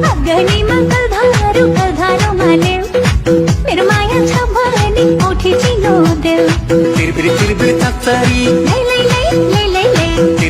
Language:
S'gaw Karen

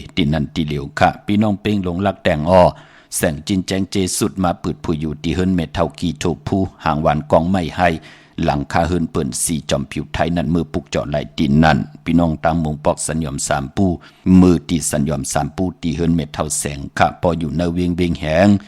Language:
Shan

